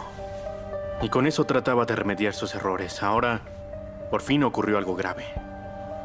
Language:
Spanish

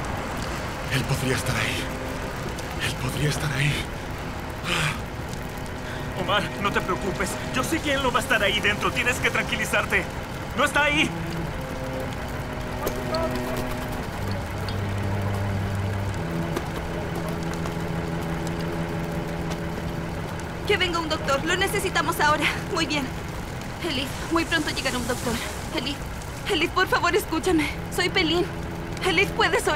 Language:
Spanish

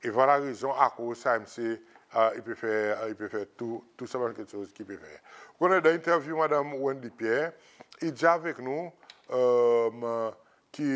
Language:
Seselwa Creole French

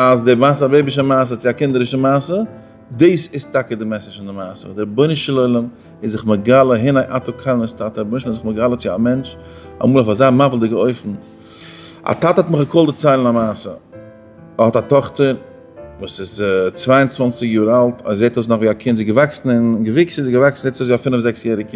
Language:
Yiddish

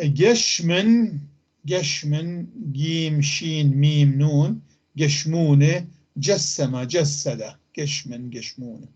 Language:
North Levantine Arabic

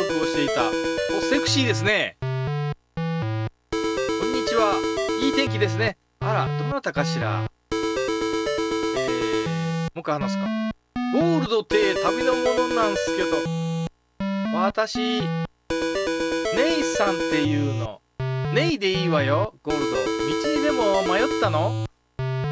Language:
Japanese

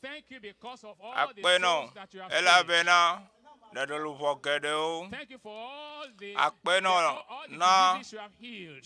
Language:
Ewe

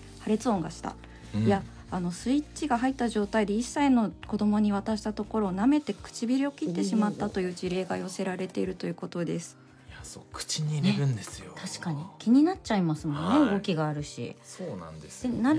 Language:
Japanese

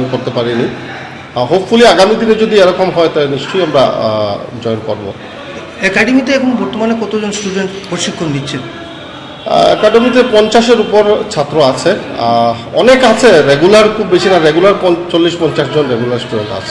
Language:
Bangla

